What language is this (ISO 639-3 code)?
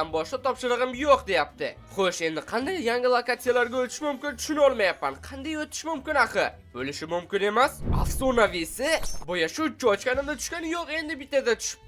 uzb